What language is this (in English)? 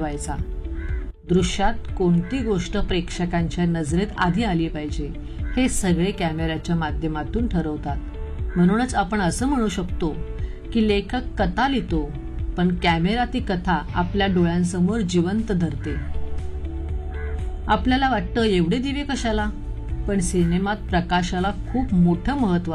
Marathi